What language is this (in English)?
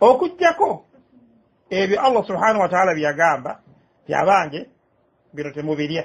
Ganda